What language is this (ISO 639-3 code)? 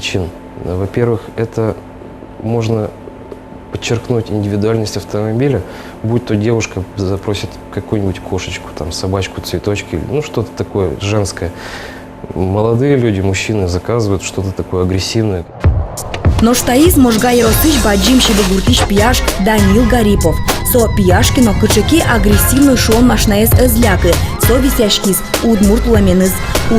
udm